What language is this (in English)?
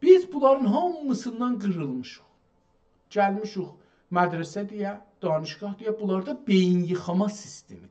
South Azerbaijani